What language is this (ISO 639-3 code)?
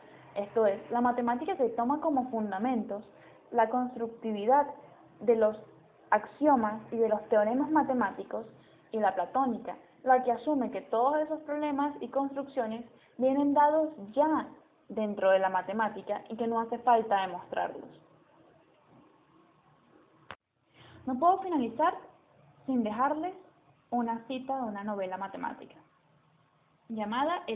spa